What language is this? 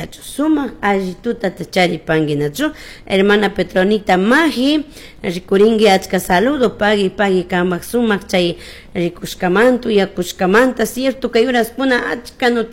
Chimborazo Highland Quichua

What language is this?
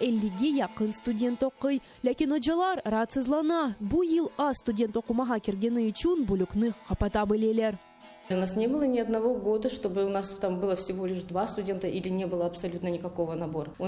Crimean Tatar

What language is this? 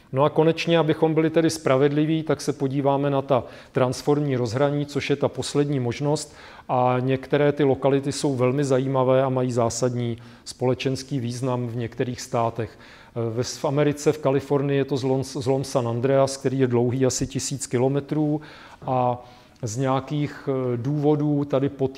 Czech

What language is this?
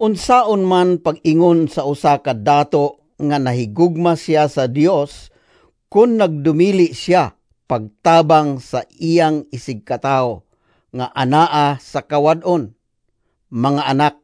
Cebuano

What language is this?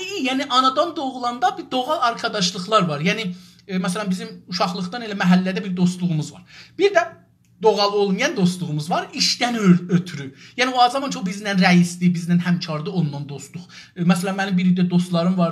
South Azerbaijani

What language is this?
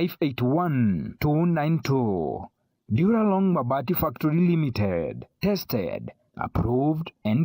Meru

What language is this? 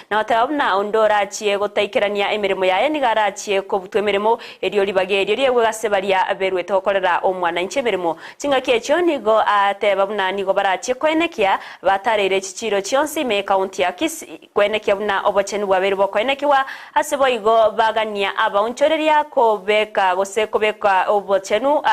Gusii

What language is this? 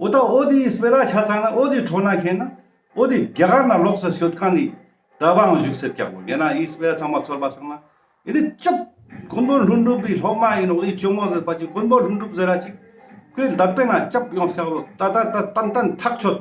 Ladakhi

